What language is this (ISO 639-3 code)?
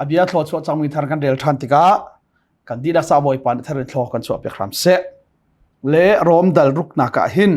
cnh